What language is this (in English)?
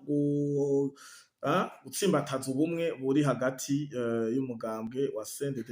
Rundi